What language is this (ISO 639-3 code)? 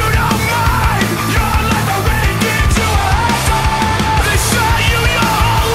eus